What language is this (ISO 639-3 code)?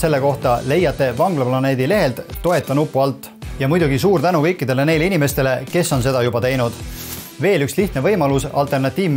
est